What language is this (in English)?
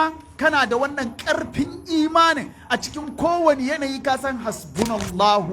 Hausa